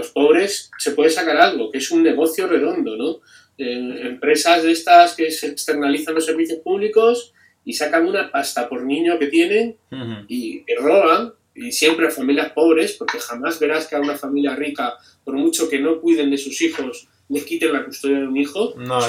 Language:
Spanish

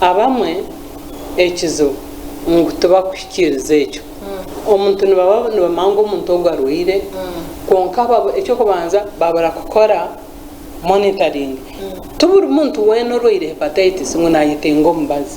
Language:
Nyankole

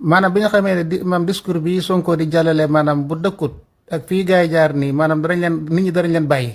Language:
Wolof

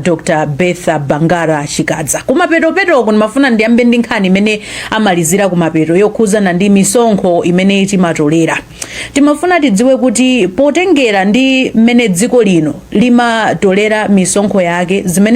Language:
Nyanja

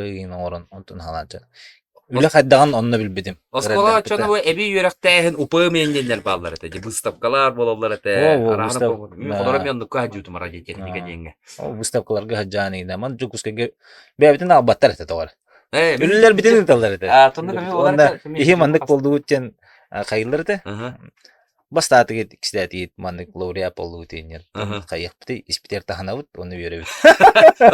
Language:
Yakut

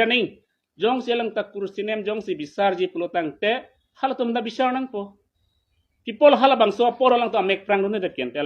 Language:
Karbi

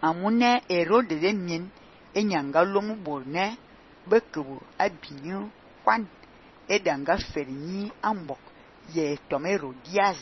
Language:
Fang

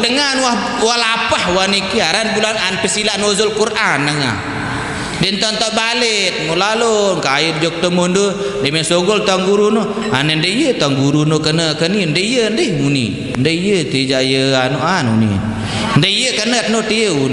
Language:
Sasak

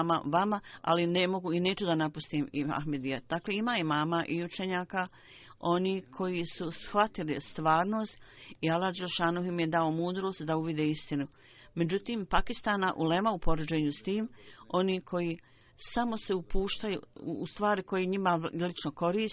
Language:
Bosnian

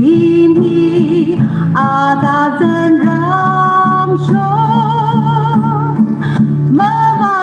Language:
Tangkhul Naga (India)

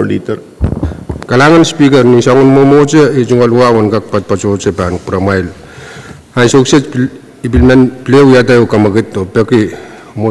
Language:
Pohnpeian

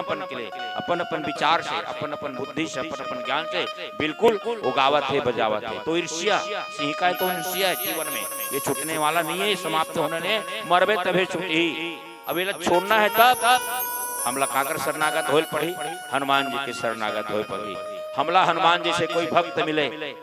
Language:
Chhattisgarhi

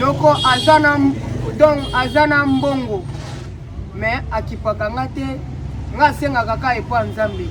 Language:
Lingala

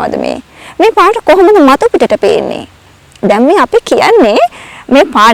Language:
Sinhala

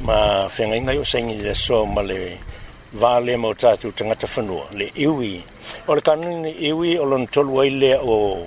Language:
Samoan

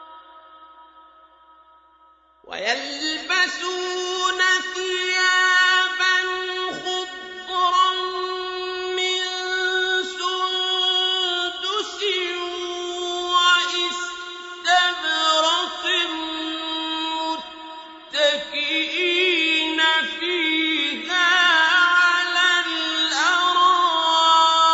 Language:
Arabic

